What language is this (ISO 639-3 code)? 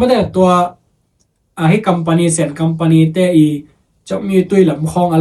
ctd